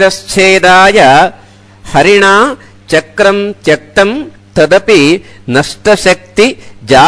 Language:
Sanskrit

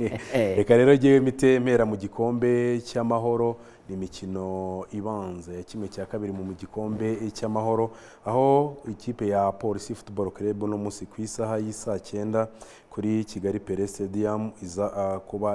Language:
Kinyarwanda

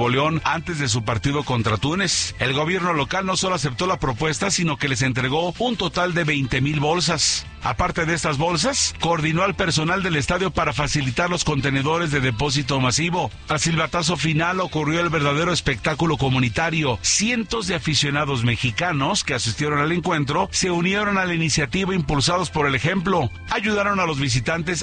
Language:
Spanish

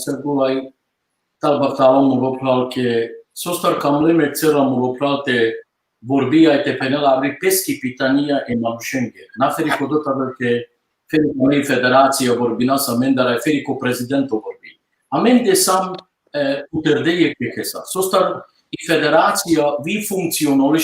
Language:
Balkan Romani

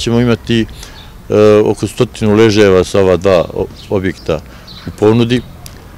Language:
Serbian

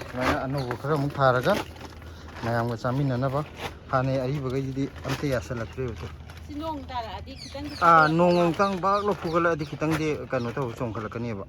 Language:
Manipuri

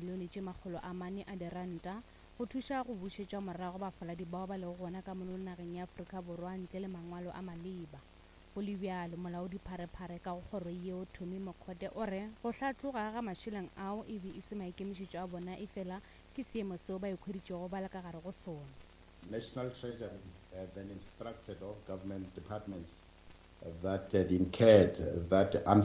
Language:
Northern Sotho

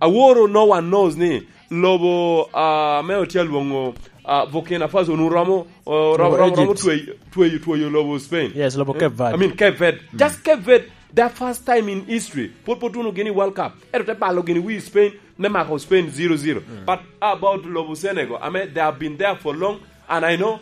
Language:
Lango (Uganda)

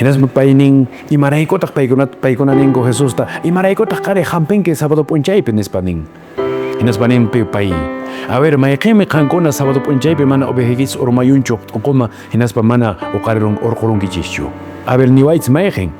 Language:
Quechua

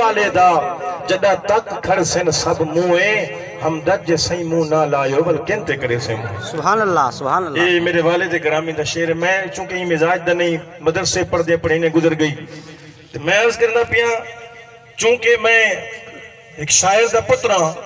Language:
Saraiki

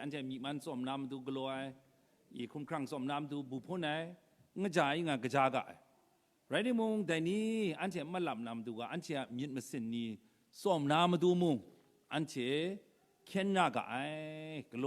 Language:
Kachin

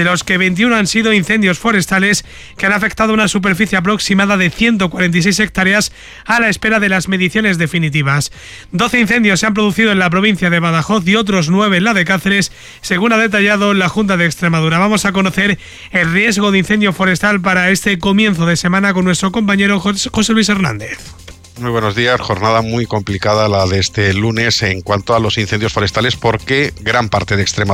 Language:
Spanish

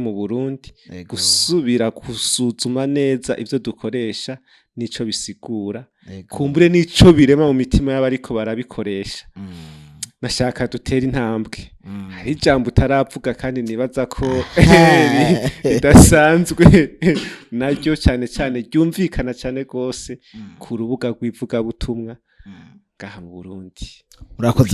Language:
Rundi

